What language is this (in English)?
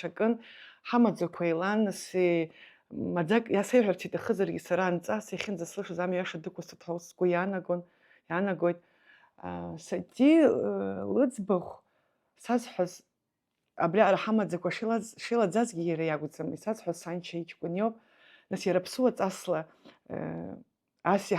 Abkhazian